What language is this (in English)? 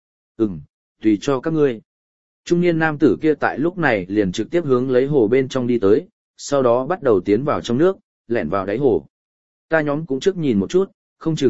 Vietnamese